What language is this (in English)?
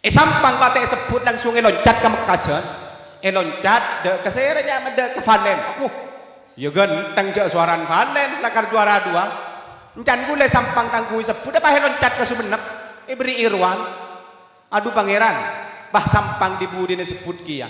Madurese